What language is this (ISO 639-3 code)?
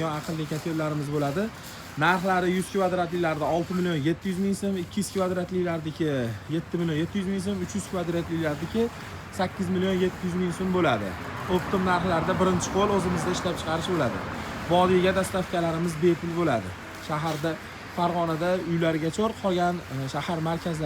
uzb